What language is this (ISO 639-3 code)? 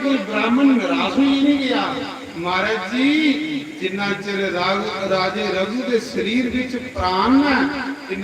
doi